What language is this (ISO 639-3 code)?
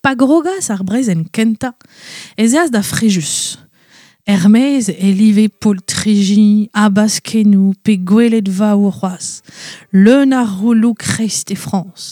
bre